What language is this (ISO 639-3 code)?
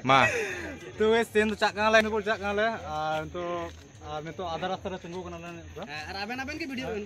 sat